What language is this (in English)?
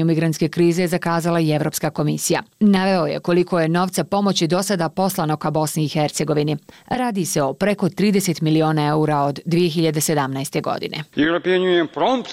Bosnian